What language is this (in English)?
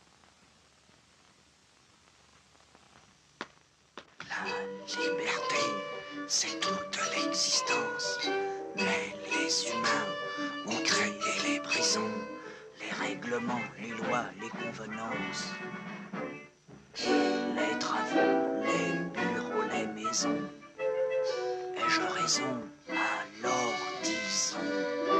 French